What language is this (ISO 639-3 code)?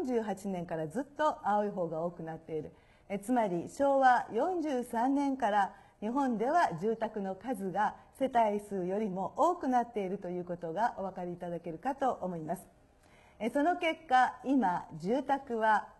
jpn